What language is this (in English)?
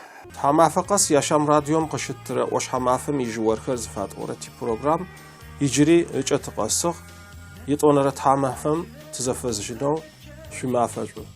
Kurdish